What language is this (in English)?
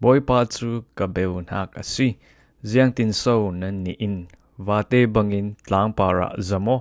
Falam Chin